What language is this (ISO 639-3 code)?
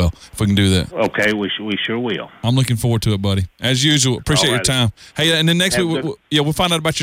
eng